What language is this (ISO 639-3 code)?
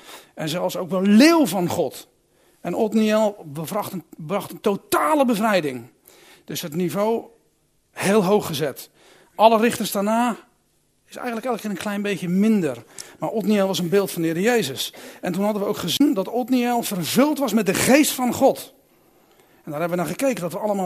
nld